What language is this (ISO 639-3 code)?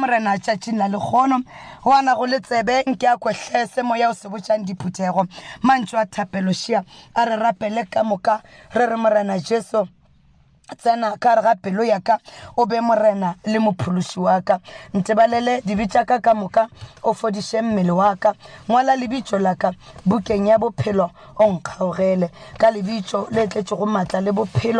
nso